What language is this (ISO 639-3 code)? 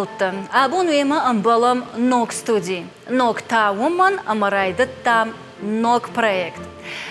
oss